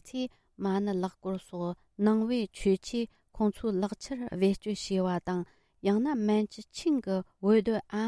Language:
Tibetan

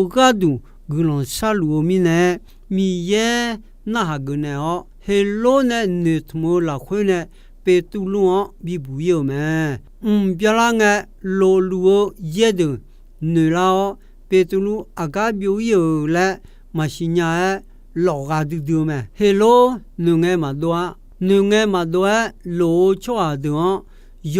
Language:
Akha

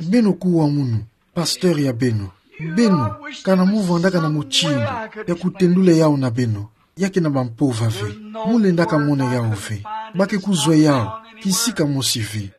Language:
Kituba (Democratic Republic of Congo)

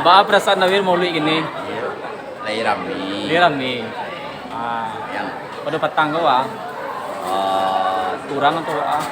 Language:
Minangkabau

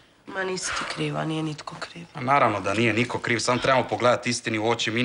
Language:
Croatian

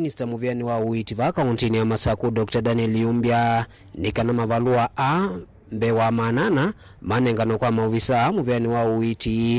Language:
Kamba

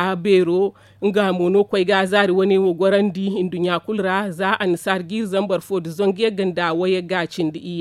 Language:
Zarma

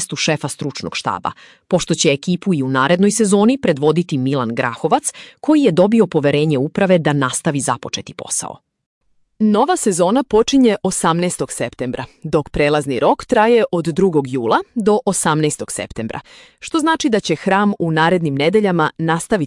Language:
Serbian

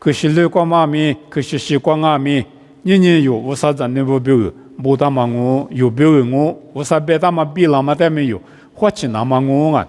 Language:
Lisu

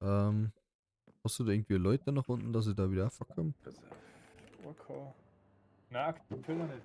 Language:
Bavarian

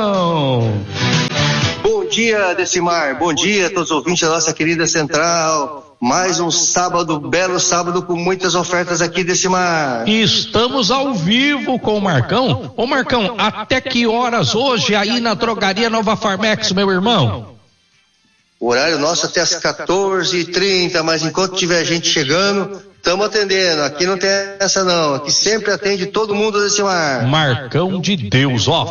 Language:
Portuguese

